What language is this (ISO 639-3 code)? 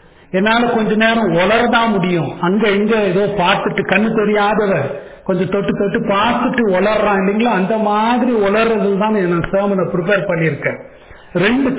tam